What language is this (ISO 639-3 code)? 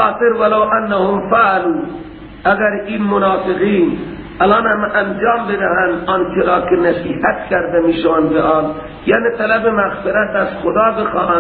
fas